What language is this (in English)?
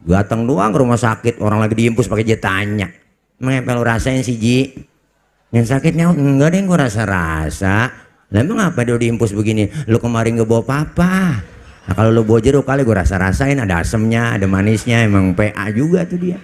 Betawi